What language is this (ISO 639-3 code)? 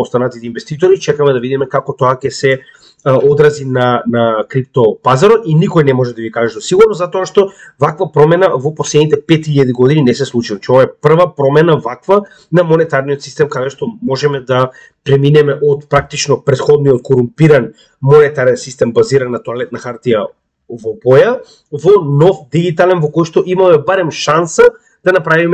mkd